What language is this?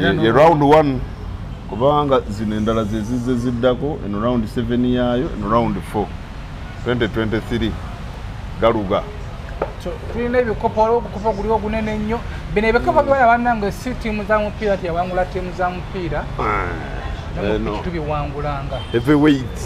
Ganda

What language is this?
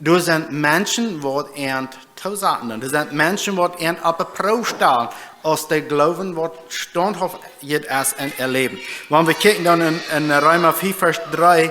Plautdietsch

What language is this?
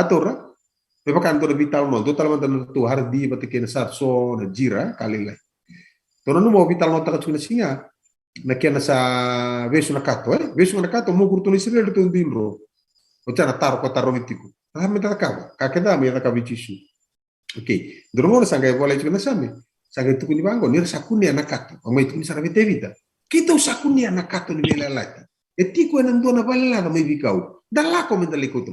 Fijian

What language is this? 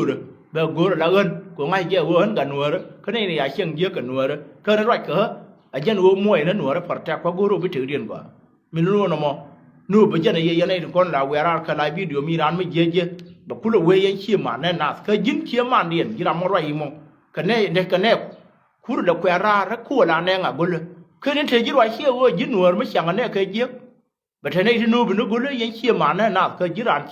Nuer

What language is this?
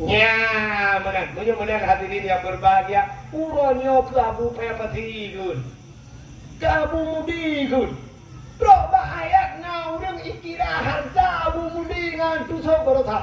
Achinese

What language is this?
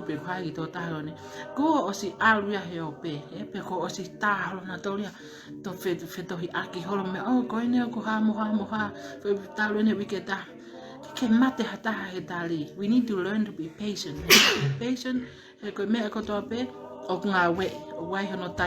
Tongan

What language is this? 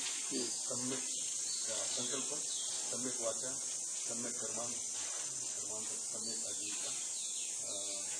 Marathi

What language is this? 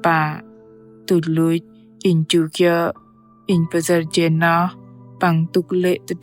Bahnar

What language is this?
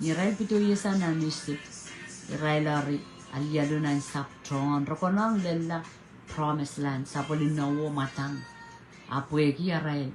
Pohnpeian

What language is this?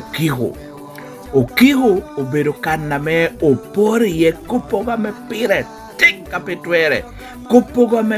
Lango (Uganda)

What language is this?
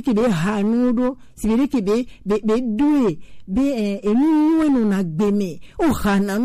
Gen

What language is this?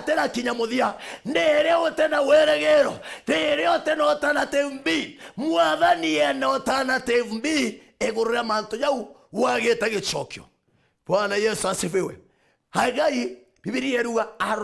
Meru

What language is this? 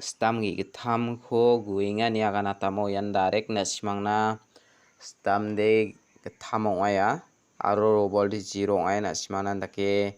Garo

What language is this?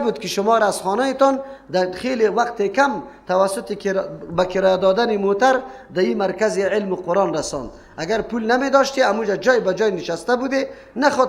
Persian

